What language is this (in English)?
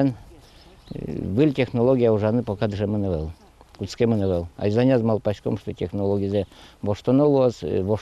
Udmurt